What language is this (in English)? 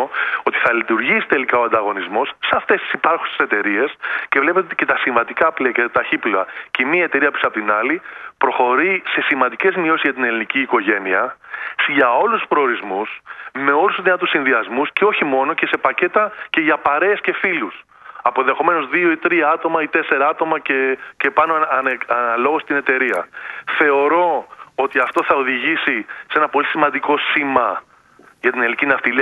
Greek